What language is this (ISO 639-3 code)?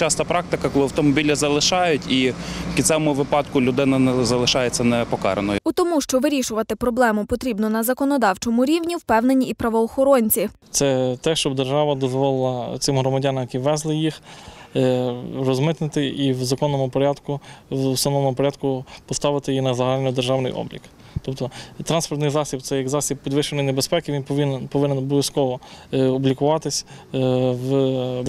ukr